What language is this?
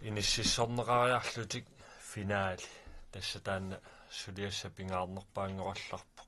Kalaallisut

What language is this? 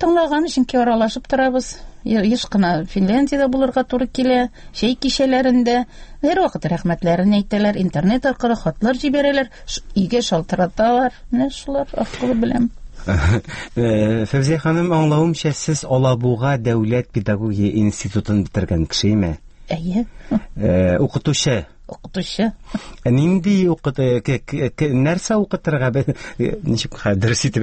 Tatar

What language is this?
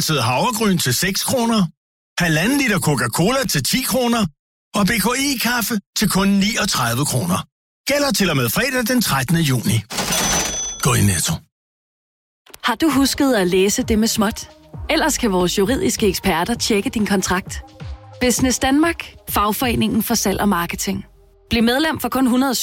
Danish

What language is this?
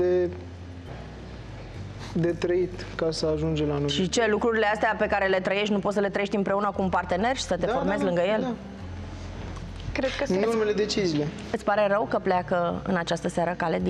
Romanian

